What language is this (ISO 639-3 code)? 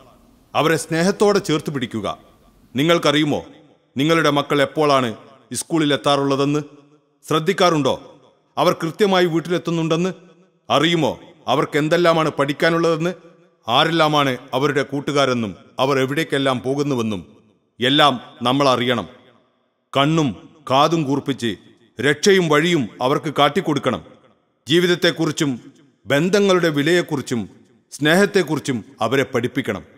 mal